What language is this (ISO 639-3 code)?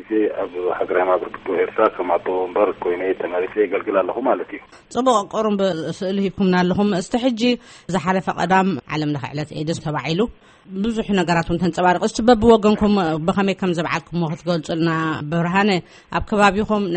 tir